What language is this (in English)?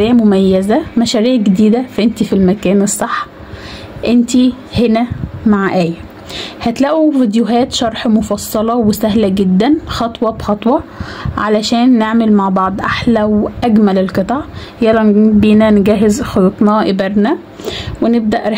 Egyptian Arabic